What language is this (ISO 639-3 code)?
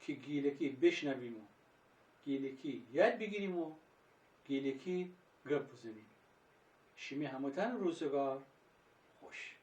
glk